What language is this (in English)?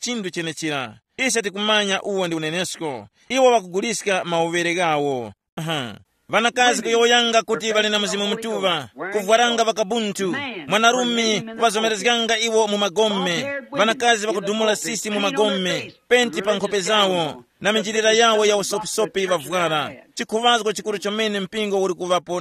Tumbuka